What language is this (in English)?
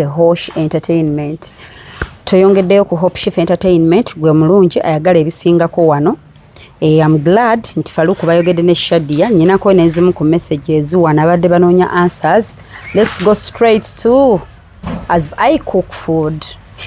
Ganda